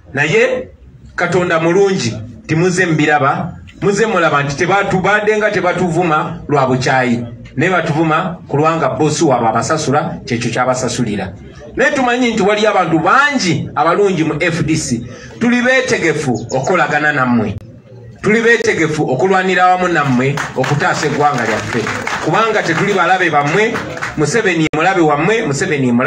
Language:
Ganda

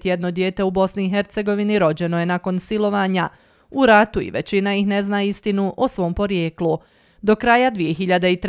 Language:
Bosnian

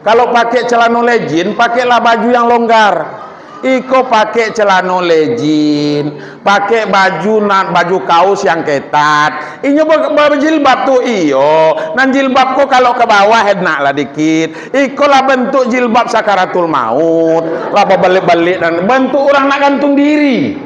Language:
Minangkabau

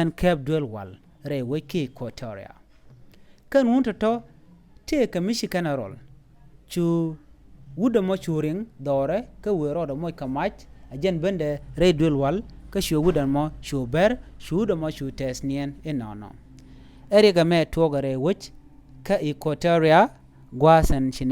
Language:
Nuer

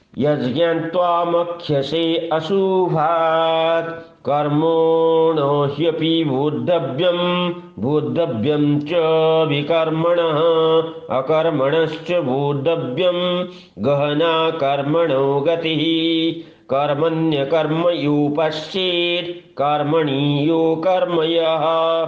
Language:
Sanskrit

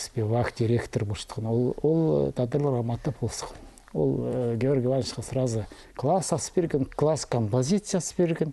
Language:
Khakas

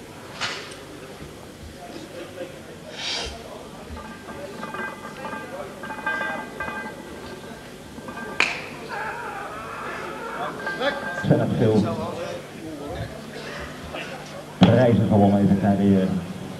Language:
Dutch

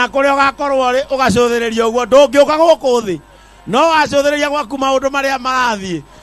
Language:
Kikuyu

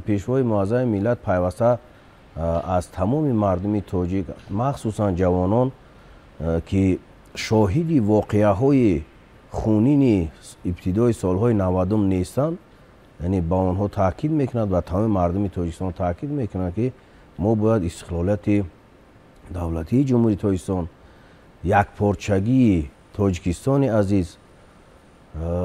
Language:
Tajik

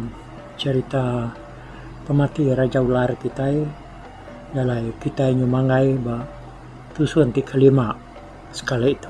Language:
Iban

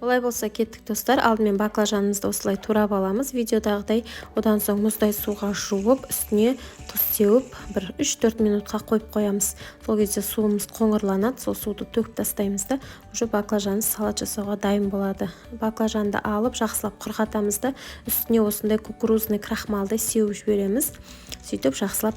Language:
Kazakh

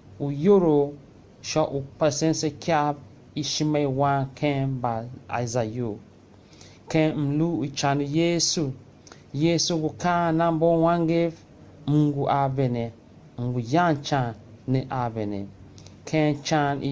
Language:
Tiv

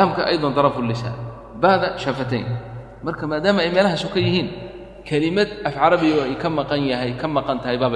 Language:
Somali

